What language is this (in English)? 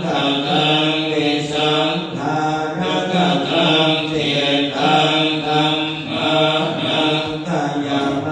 Pali